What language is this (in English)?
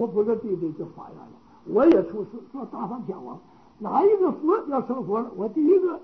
Chinese